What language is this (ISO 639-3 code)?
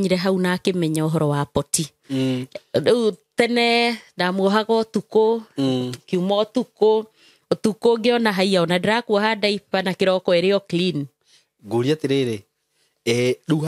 kik